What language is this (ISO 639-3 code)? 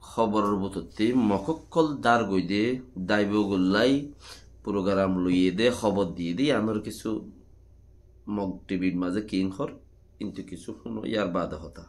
rhg